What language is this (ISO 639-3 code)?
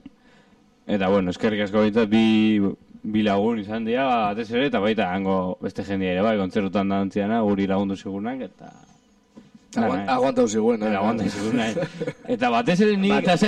eus